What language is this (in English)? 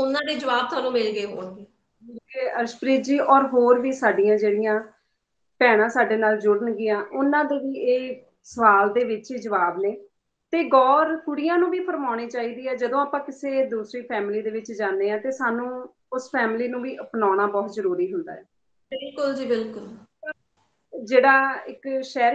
Punjabi